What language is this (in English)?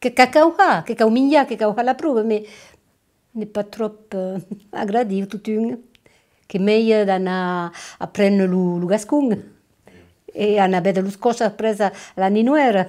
Occitan